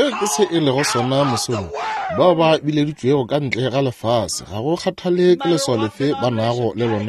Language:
Northern Sotho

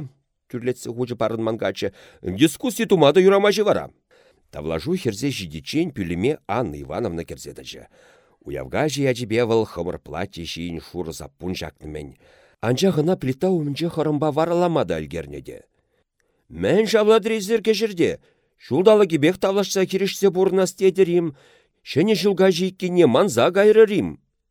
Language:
Chuvash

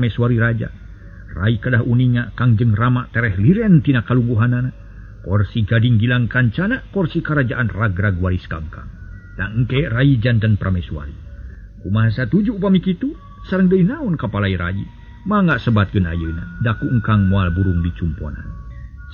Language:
Sundanese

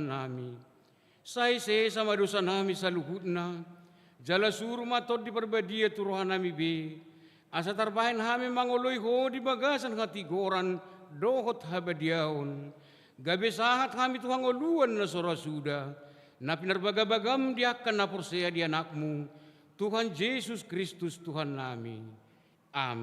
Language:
Batak Toba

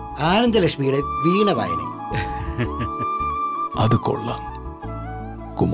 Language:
Malayalam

